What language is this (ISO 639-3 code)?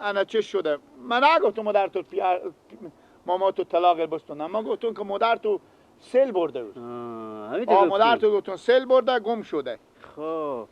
fas